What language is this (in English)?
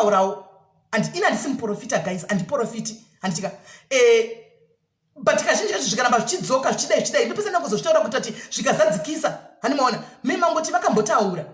Shona